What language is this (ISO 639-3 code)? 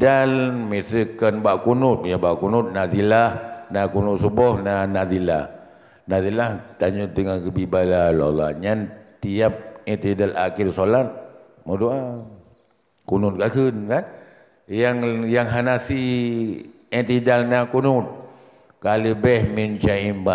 ace